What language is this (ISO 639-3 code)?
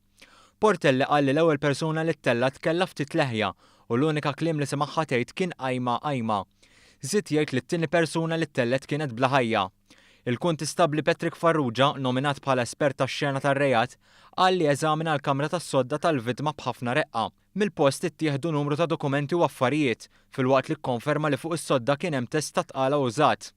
mlt